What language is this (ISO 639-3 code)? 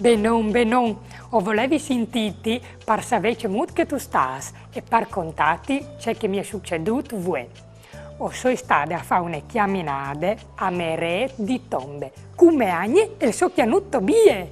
fur